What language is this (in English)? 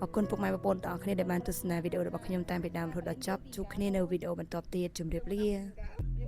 Khmer